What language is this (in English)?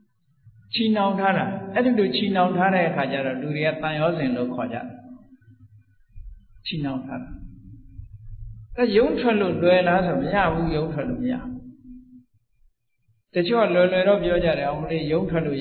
Burmese